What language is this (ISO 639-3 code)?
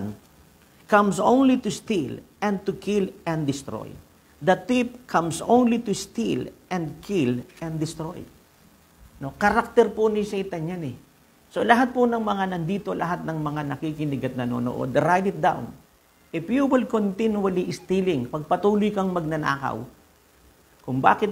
fil